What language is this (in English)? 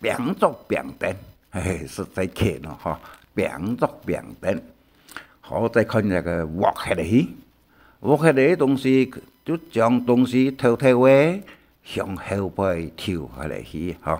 Hakka Chinese